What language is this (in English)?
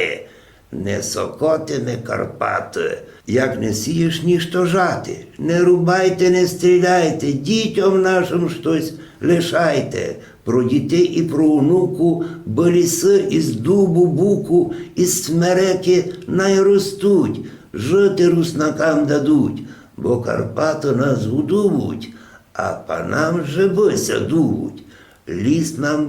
Rusyn